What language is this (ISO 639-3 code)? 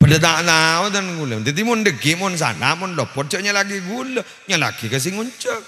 mad